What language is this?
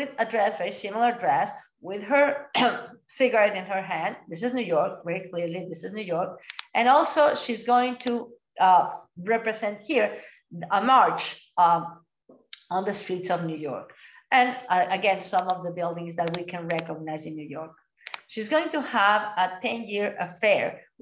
English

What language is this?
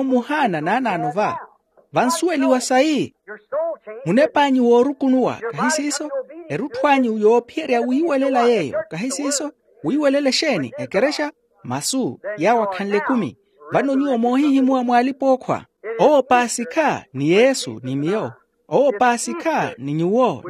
Makhuwa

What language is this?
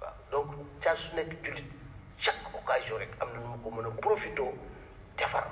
Wolof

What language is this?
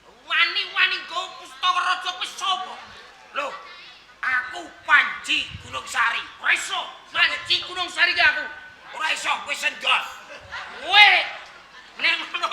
Javanese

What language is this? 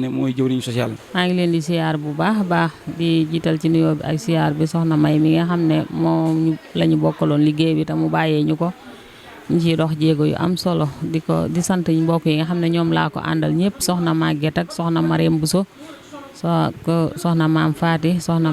Wolof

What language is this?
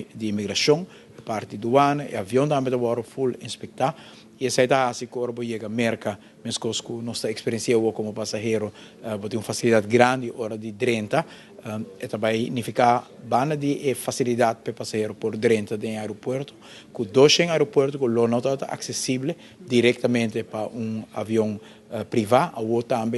Papiamento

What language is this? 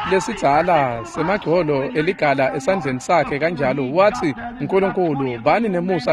Swati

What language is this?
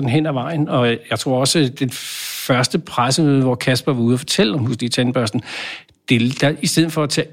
Danish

